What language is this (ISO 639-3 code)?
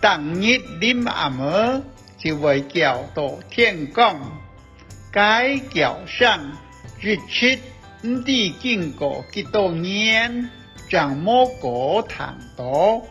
hak